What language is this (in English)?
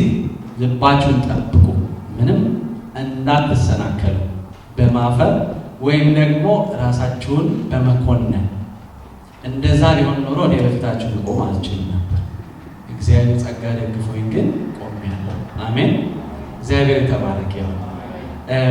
Amharic